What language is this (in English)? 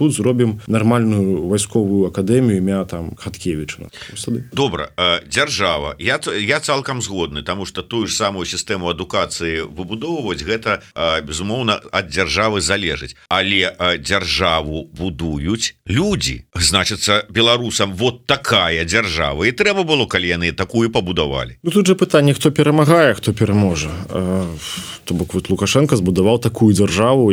Belarusian